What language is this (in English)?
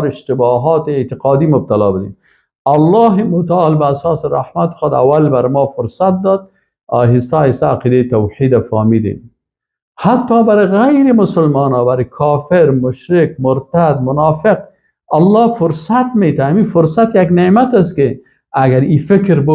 Persian